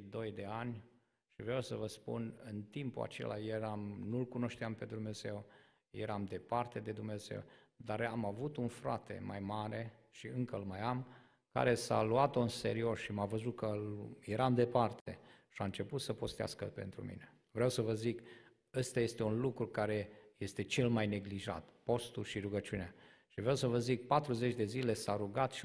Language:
Romanian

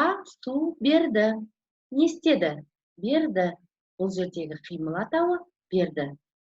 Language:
Kazakh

